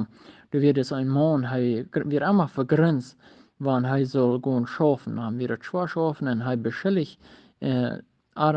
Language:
Plautdietsch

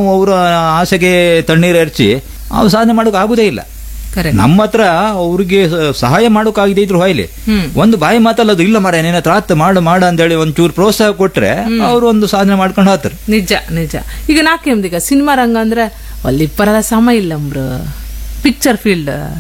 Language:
Kannada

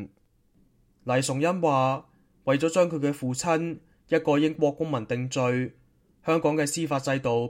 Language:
Cantonese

